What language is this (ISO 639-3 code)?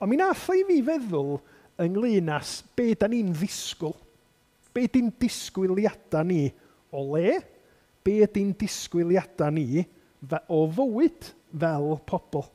cym